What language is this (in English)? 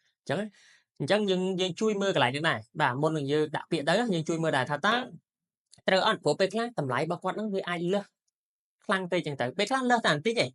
Khmer